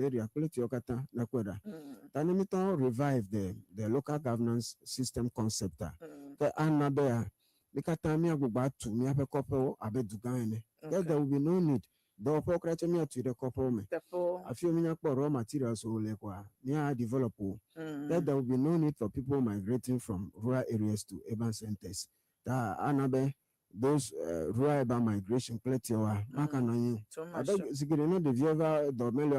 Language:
Ewe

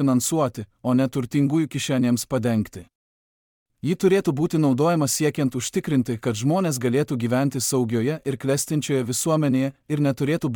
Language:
Lithuanian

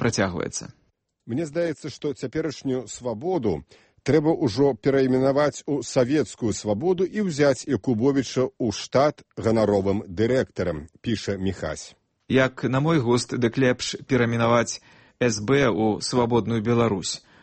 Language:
Belarusian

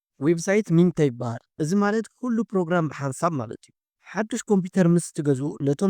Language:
Tigrinya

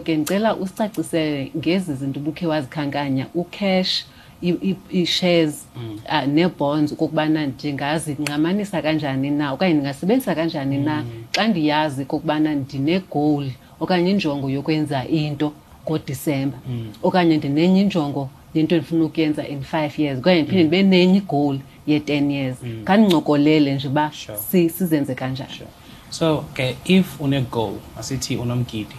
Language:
Xhosa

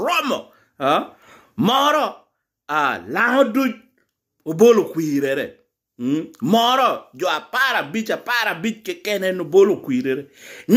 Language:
Lango (Uganda)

